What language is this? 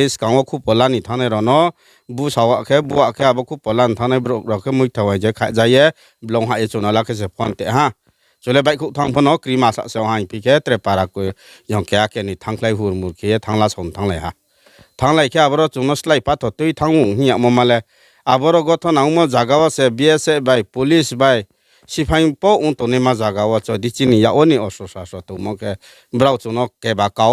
Riang (India)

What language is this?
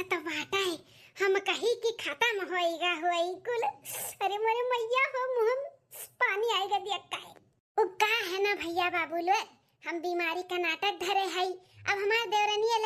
Awadhi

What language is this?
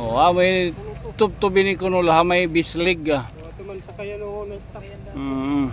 Waray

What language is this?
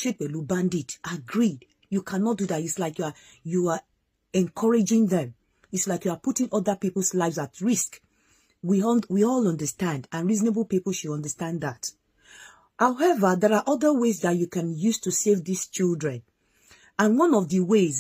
Yoruba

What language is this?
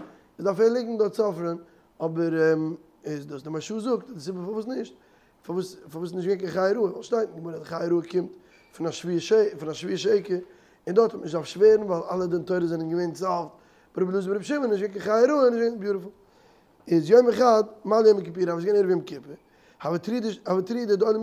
Yiddish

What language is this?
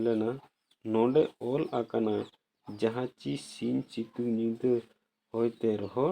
Santali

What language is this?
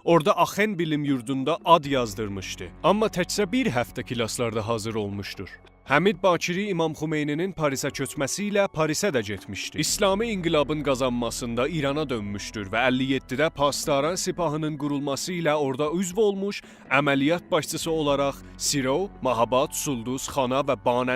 South Azerbaijani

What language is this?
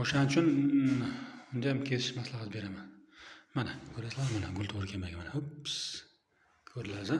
Uzbek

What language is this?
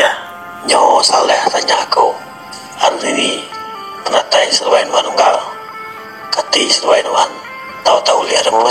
Iban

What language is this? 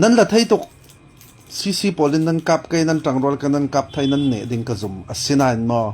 Falam Chin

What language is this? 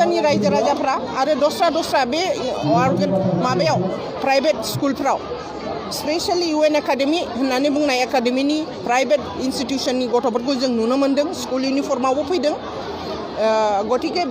Bodo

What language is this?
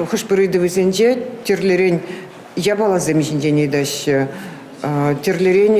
Chuvash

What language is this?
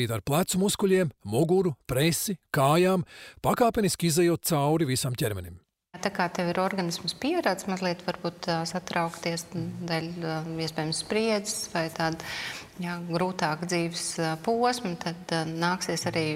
Latvian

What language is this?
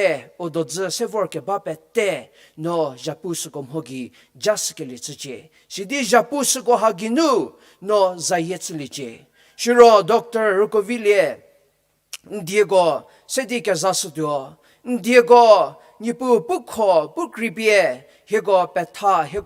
Angami Naga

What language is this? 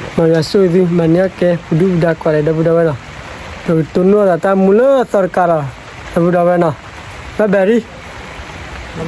S'gaw Karen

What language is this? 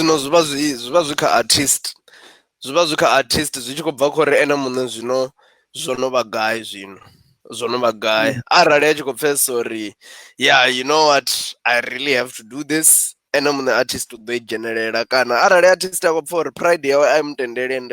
Venda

